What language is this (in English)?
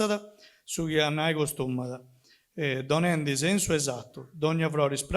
Sardinian